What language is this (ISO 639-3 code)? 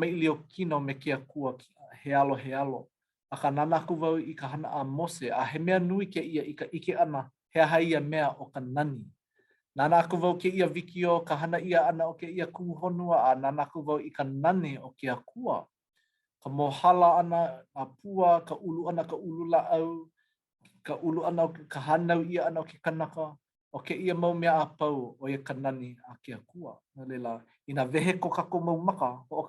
haw